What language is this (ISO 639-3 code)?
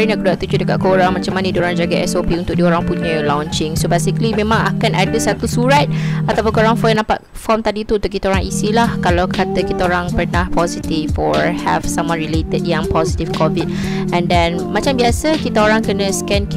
msa